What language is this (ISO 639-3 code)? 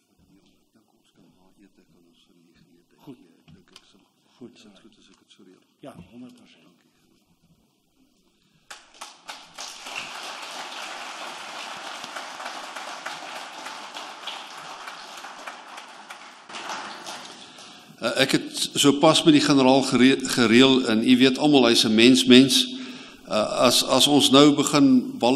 afr